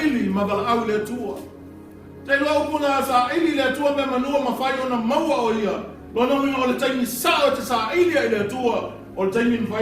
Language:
Samoan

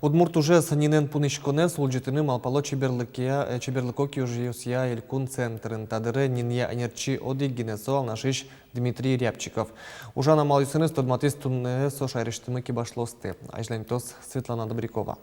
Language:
Udmurt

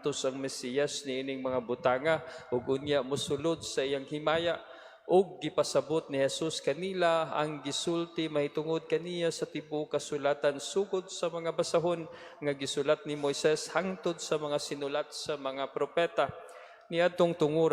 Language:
Cebuano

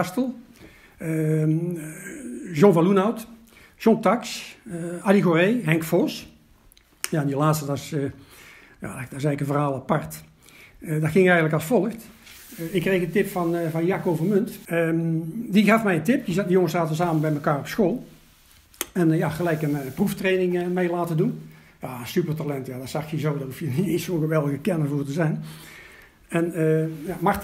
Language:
Dutch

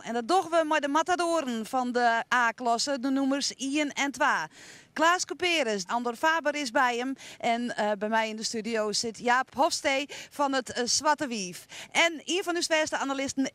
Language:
Western Frisian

